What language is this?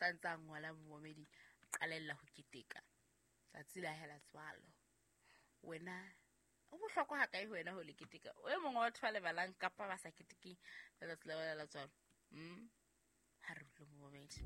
Southern Sotho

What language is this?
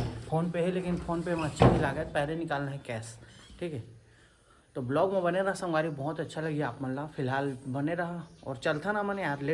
Chhattisgarhi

